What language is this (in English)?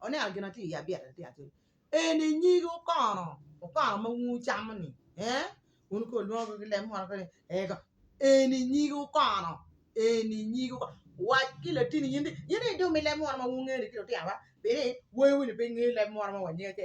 Acoli